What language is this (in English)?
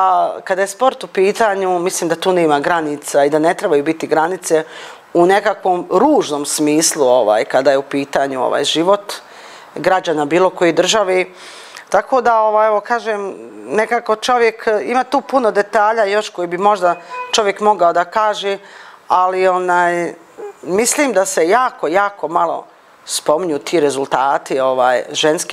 Bosnian